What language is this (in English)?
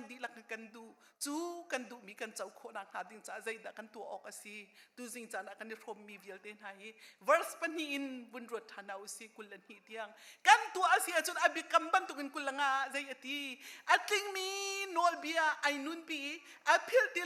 Hakha Chin